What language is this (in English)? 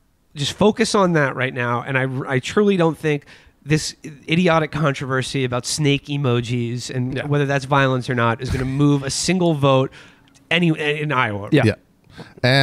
English